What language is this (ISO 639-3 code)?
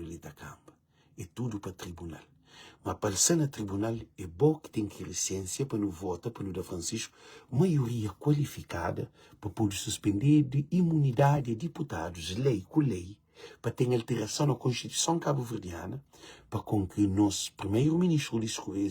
kea